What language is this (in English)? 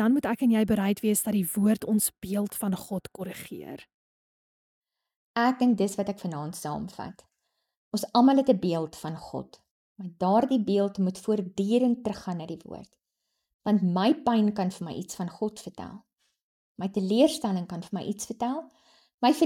Afrikaans